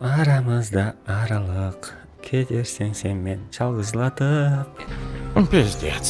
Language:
Kara-Kalpak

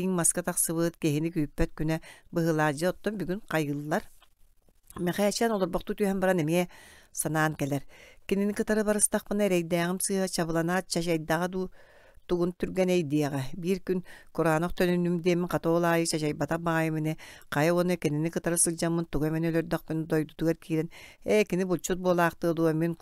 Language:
Yakut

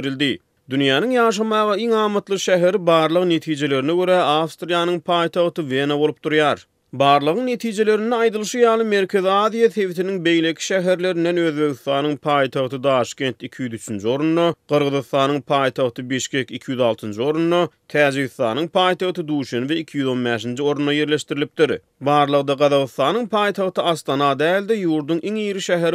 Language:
Turkmen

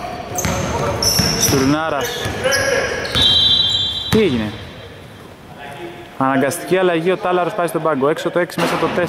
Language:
Greek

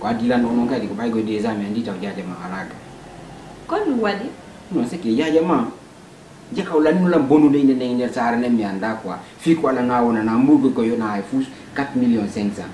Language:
Fula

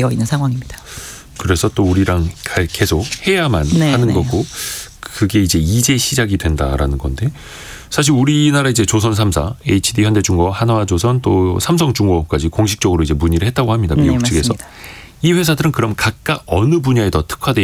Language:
Korean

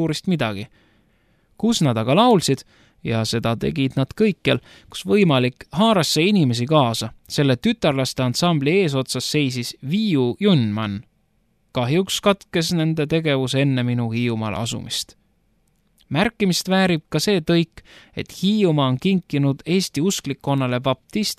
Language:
Estonian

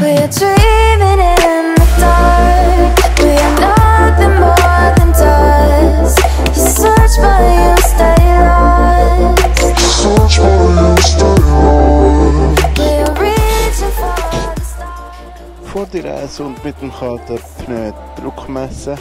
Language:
Swiss German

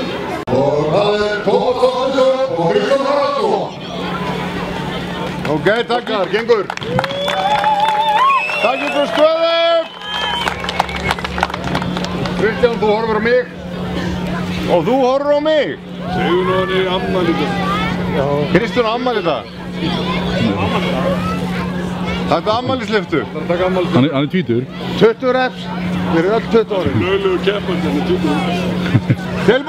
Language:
Icelandic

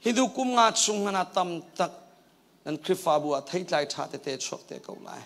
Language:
Hakha Chin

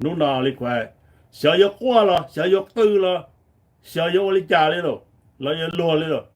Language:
Hmong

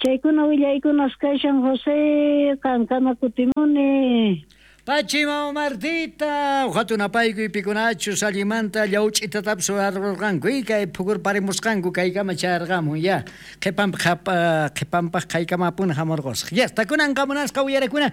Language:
South Bolivian Quechua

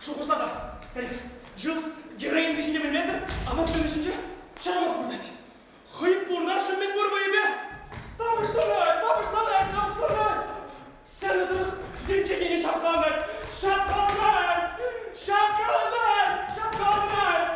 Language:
Chuvash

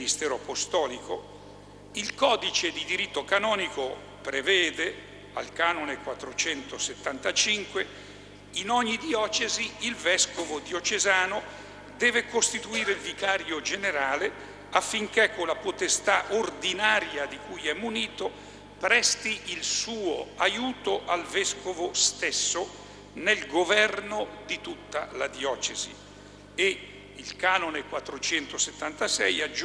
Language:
Italian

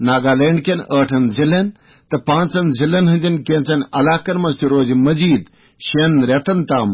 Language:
Kashmiri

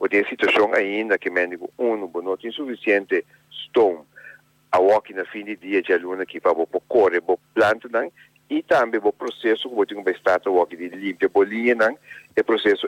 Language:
Papiamento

